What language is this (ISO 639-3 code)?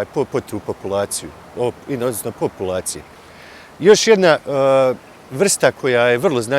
bos